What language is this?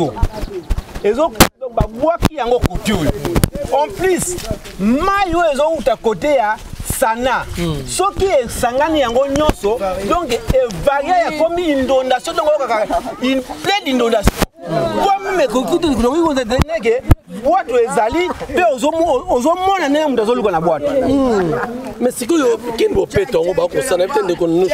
Lingala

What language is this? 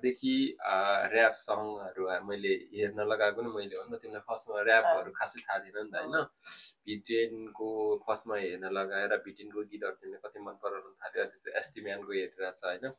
Nepali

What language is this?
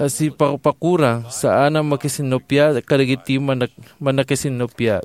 Iloko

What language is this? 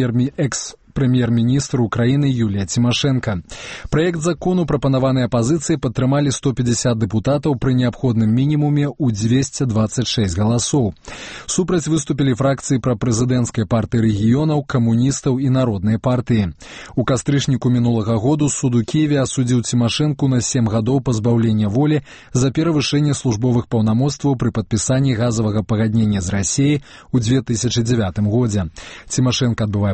Belarusian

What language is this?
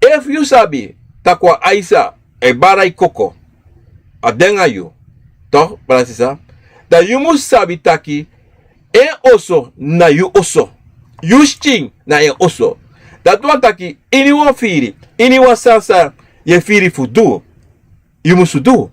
Sranan Tongo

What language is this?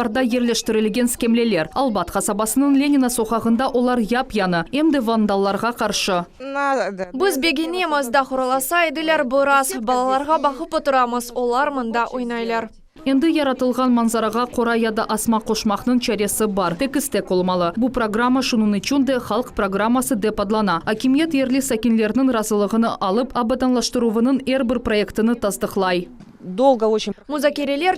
Crimean Tatar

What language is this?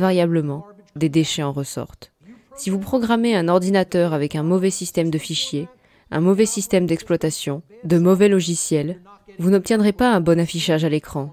French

